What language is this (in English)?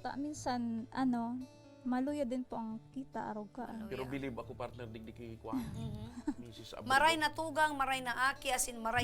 Bikol